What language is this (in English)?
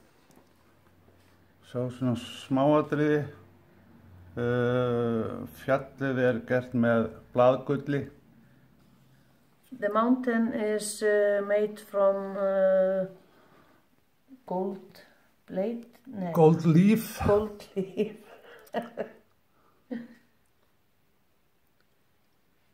Icelandic